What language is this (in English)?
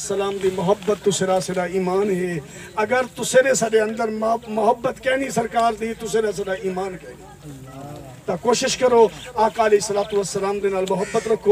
Saraiki